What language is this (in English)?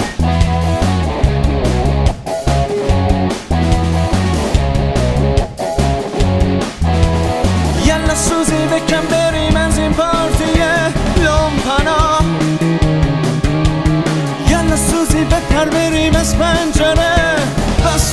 Persian